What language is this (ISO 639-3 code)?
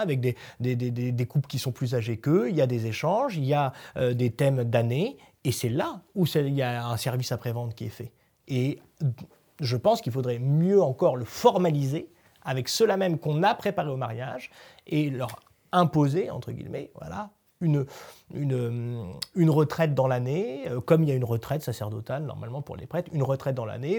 fra